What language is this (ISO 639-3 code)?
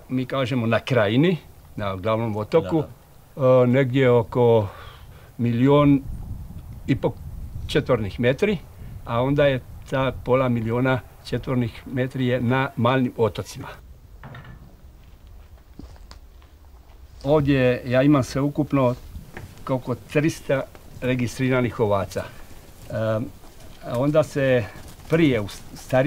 hrv